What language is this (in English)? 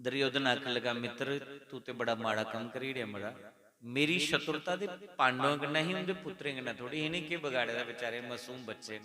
Dogri